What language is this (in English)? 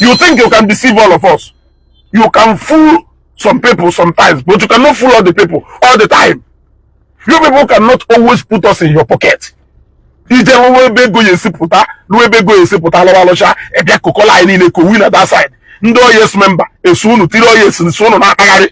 Igbo